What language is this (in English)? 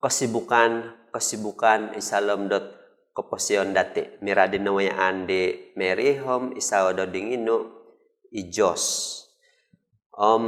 Central Dusun